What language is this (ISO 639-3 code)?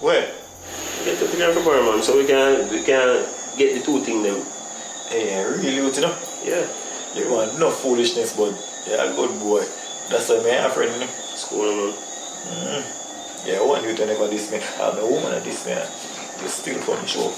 jam